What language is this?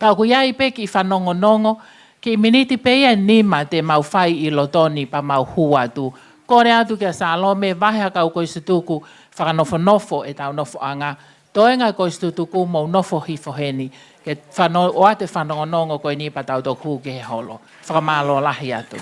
Tongan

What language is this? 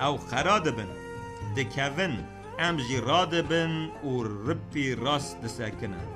Kurdish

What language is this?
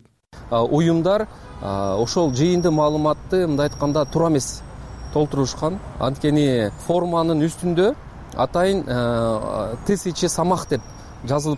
Kyrgyz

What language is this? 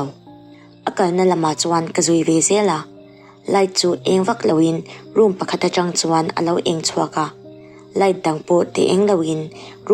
Mizo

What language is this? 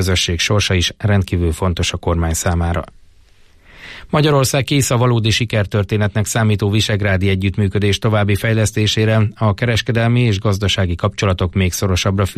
Hungarian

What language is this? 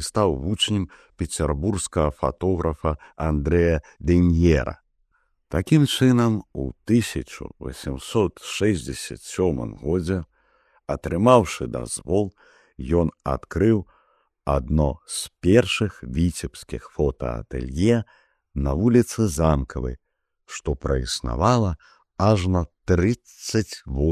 Belarusian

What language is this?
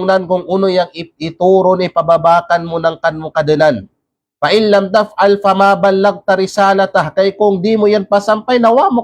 Kalagan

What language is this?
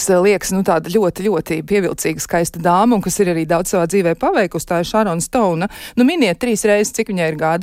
Latvian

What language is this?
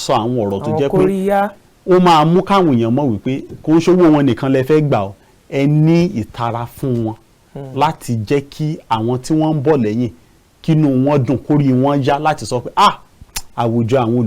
Yoruba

